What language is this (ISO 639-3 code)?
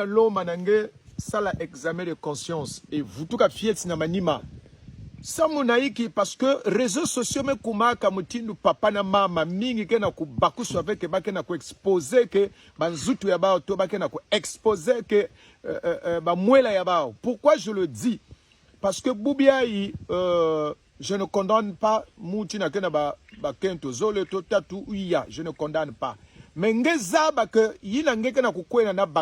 kon